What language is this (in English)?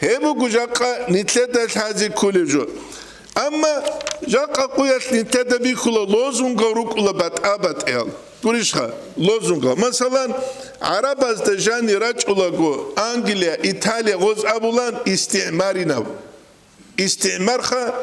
Avaric